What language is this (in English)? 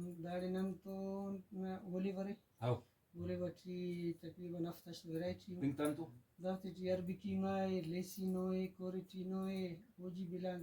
Brahui